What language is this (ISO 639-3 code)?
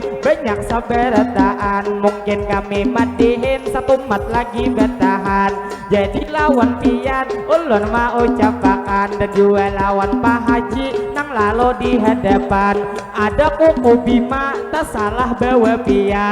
bjn